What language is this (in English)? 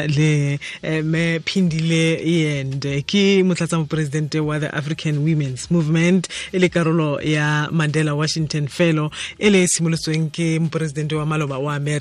Tswana